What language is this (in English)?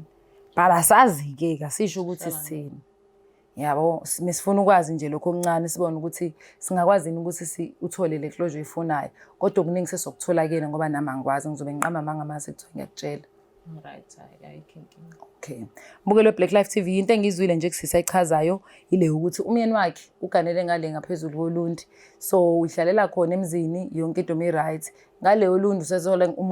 Zulu